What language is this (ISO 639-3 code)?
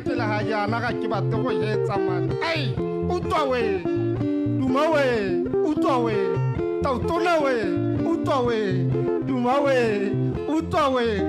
tsn